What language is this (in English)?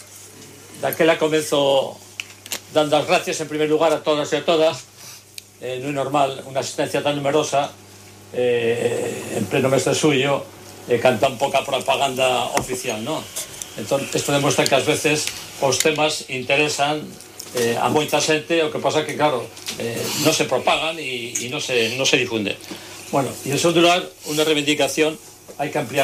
Galician